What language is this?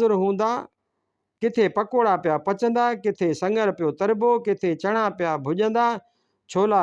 Sindhi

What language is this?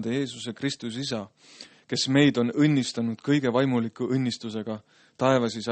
Estonian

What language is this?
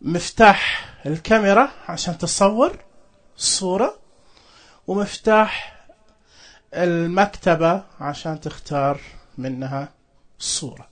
Najdi Arabic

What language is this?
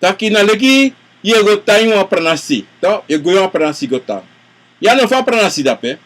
Sranan Tongo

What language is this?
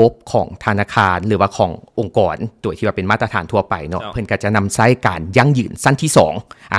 Lao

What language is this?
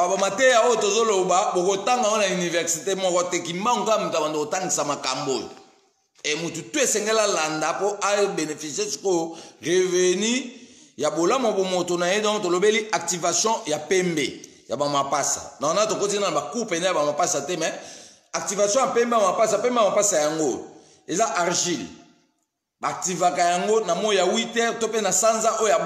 Lingala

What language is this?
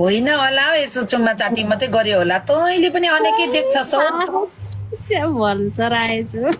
Nepali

